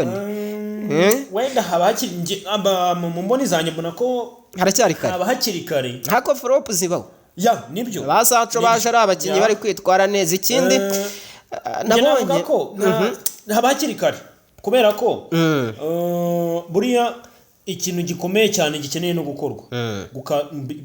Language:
Kinyarwanda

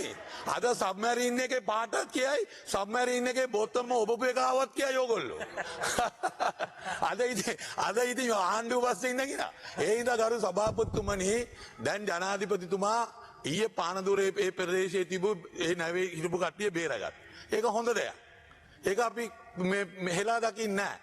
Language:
Sinhala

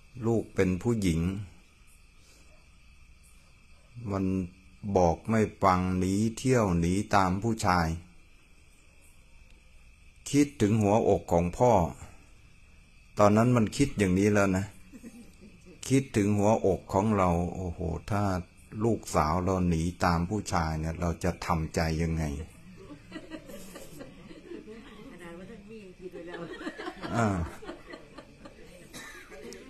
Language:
Thai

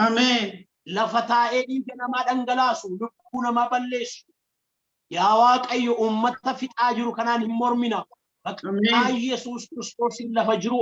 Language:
Oromo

